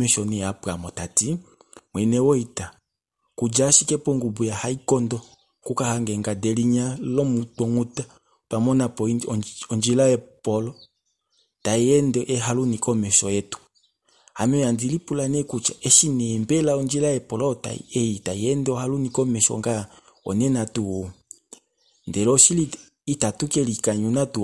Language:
Kuanyama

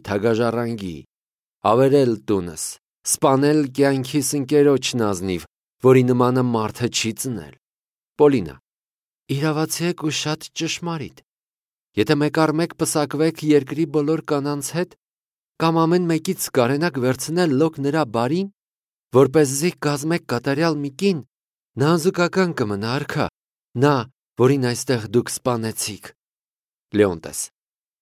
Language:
Armenian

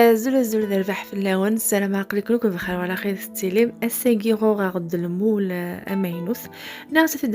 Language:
Kabyle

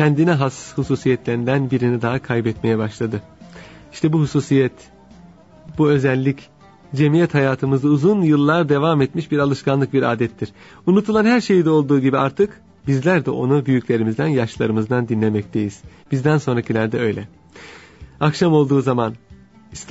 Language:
Turkish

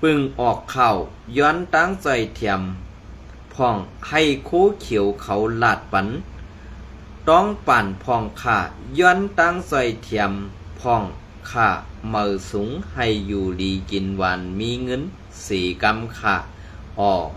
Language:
Shan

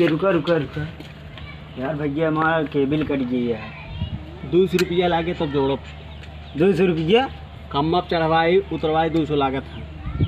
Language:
Awadhi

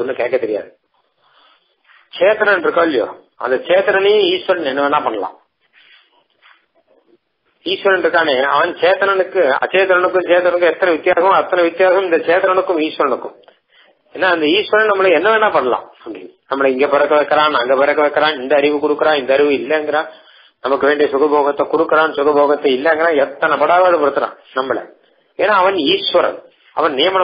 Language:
Tamil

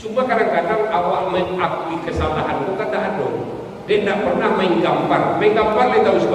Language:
Minangkabau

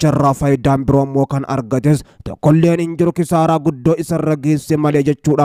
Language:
Oromo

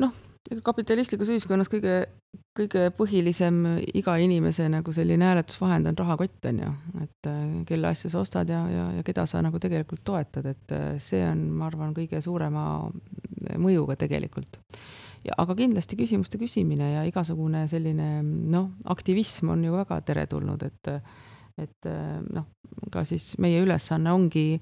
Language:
Estonian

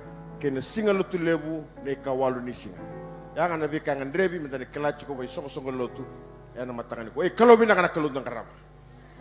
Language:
Fijian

